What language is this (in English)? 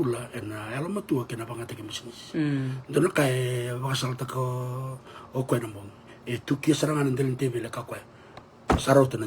Fijian